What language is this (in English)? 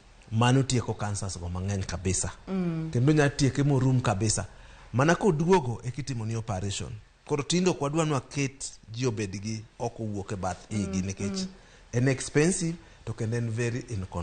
Luo (Kenya and Tanzania)